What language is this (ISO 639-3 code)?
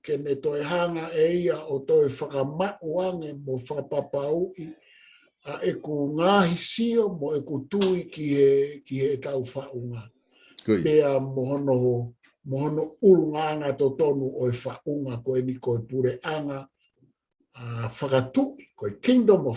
ton